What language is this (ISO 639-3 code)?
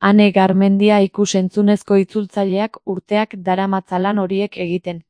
eus